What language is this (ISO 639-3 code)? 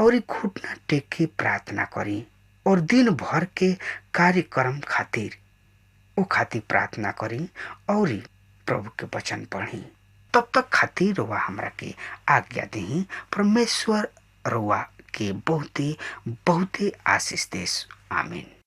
bho